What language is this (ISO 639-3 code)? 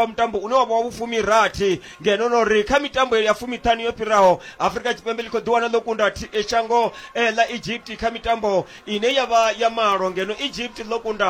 ven